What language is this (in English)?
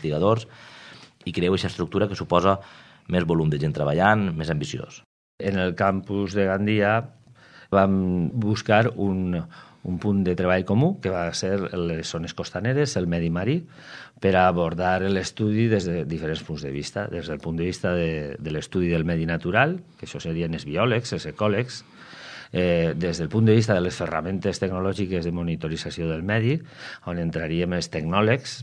Catalan